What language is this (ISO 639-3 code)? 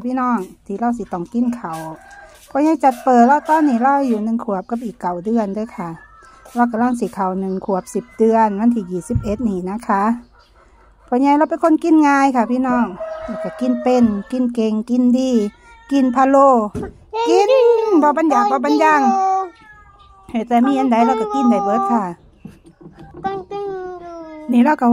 tts